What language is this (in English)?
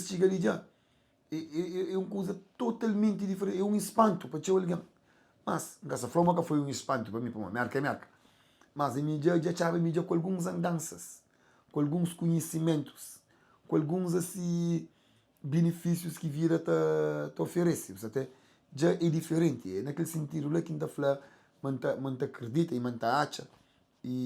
Kabuverdianu